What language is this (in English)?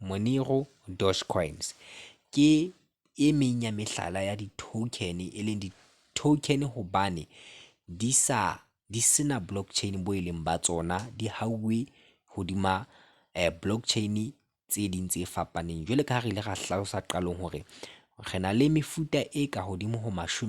Southern Sotho